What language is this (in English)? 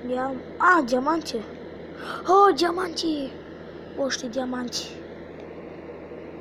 Bulgarian